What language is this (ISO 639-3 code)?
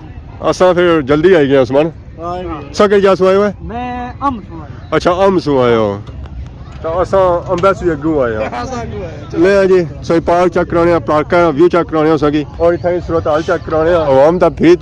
phr